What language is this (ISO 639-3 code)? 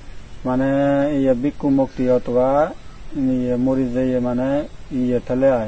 ccp